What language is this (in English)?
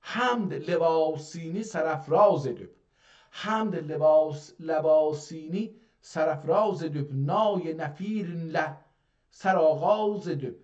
South Azerbaijani